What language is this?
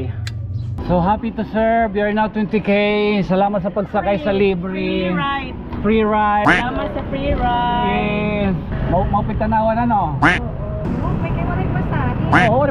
Waray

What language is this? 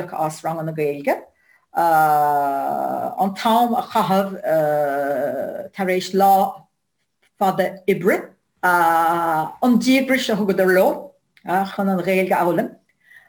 Irish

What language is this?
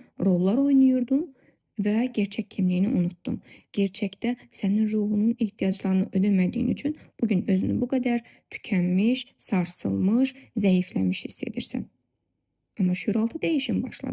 Azerbaijani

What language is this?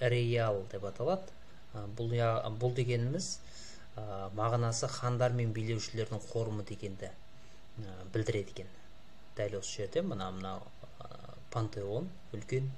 Kazakh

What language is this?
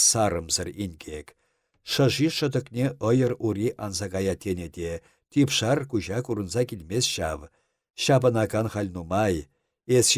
Chuvash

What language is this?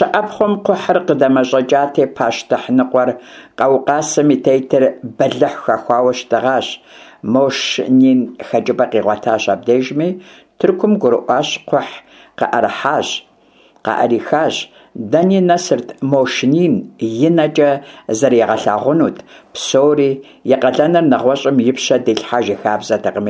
Kabardian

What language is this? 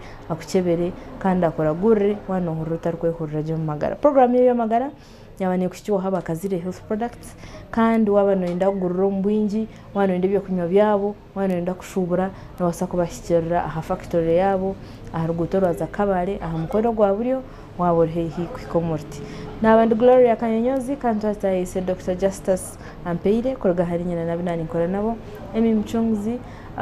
Nyankole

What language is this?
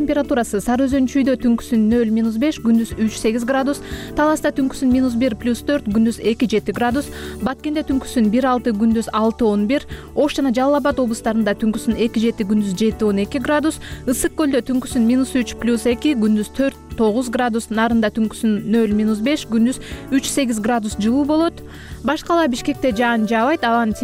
Kyrgyz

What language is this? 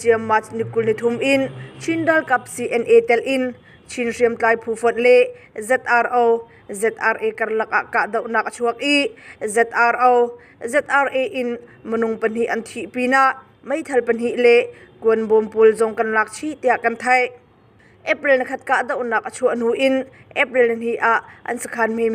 Hakha Chin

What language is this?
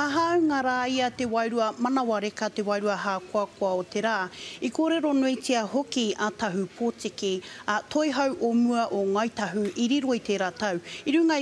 Māori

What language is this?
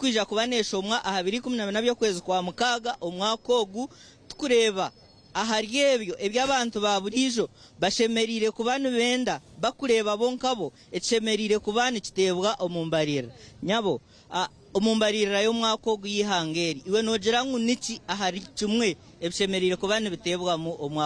Nyankole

